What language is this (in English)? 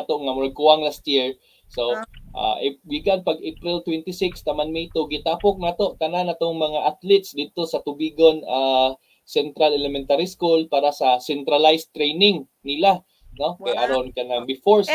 Cebuano